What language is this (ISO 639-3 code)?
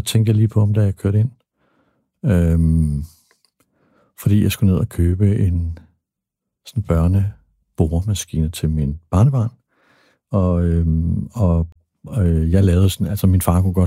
dan